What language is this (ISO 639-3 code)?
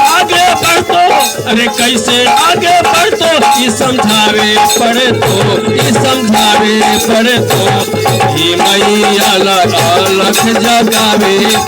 mag